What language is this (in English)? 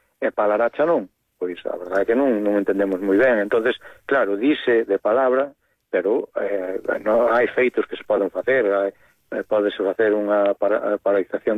Galician